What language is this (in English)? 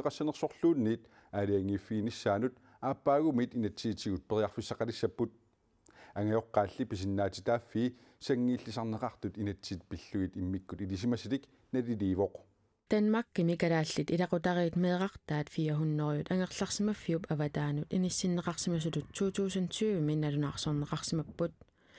Kalaallisut